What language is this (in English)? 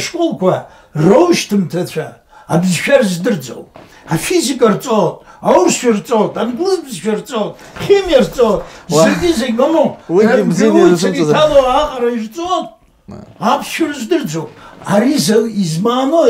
Abkhazian